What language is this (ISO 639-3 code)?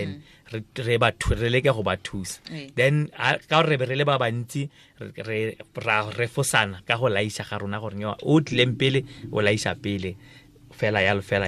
tsn